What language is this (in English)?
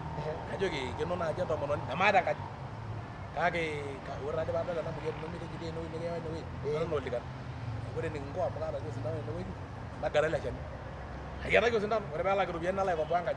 Masai